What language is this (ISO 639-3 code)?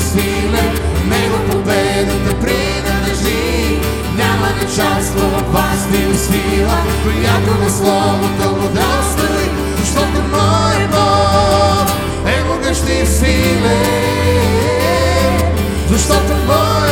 bul